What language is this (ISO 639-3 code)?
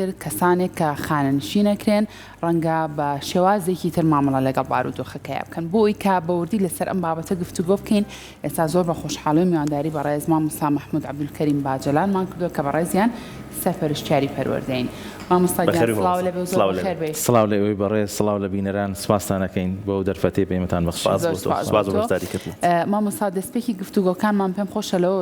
ckb